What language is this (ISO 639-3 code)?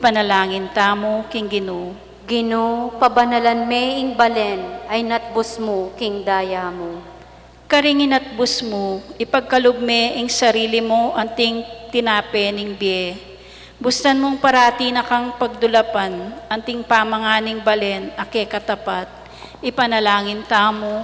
pam